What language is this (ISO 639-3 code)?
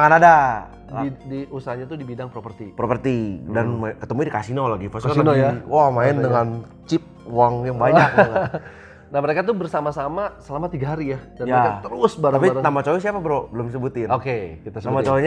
ind